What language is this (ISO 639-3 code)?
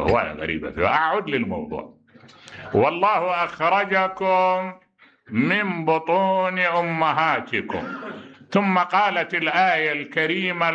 acm